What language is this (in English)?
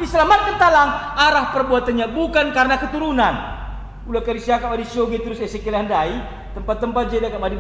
Batak Karo